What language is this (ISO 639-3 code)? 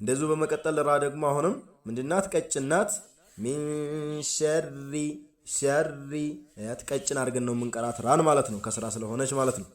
amh